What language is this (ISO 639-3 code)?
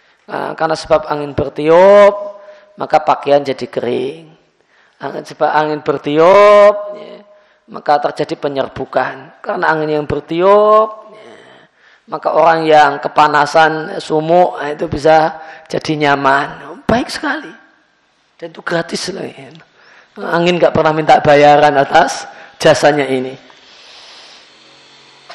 ind